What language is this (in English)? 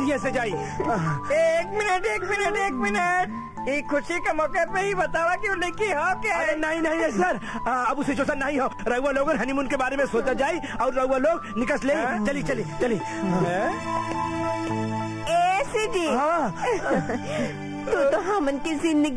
Bhojpuri